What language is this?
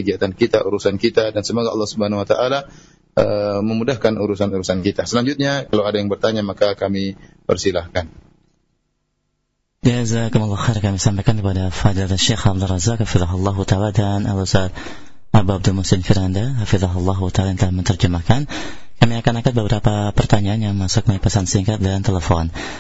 Indonesian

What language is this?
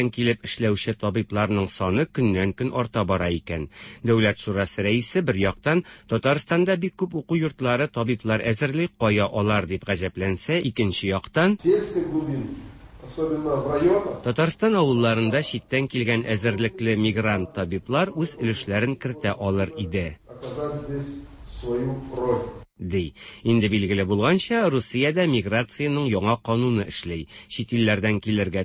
Tatar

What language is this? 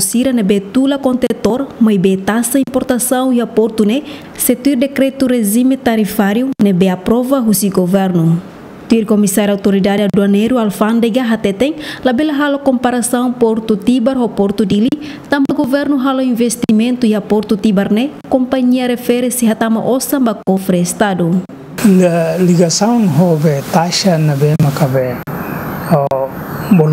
Tetum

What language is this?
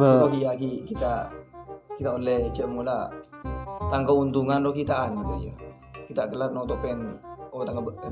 Madurese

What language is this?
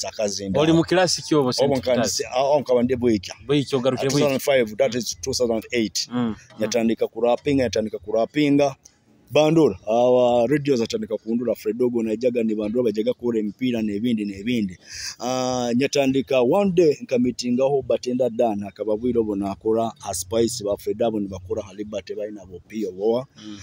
Nyoro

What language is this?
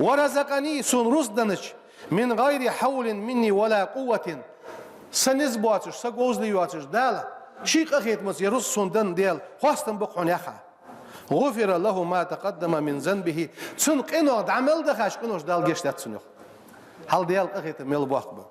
Ingush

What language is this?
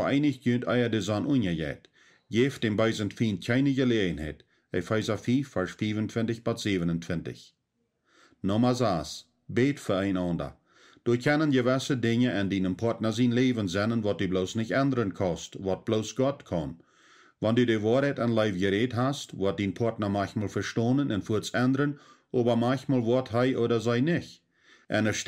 Plautdietsch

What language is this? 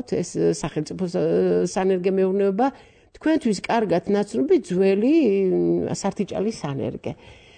Georgian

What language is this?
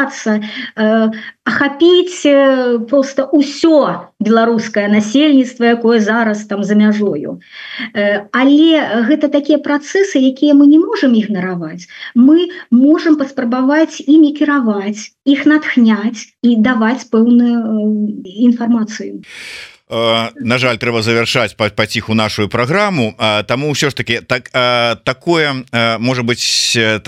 Belarusian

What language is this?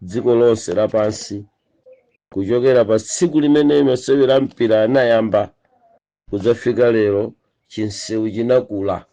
Nyanja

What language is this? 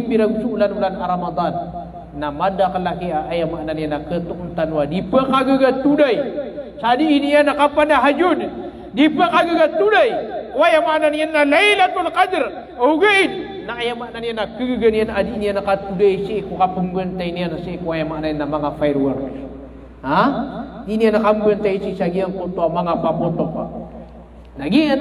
Maranao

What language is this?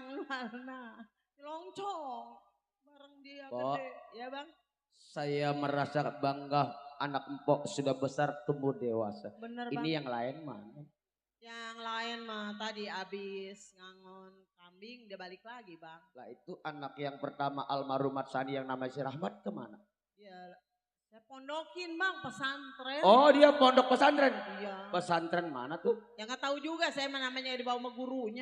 Betawi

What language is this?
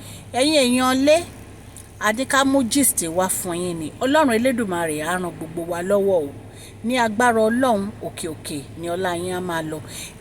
Yoruba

